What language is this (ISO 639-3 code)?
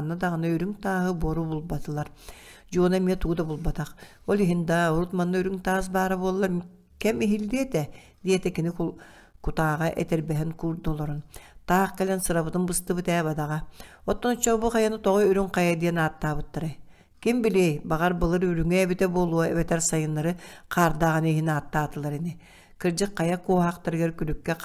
sah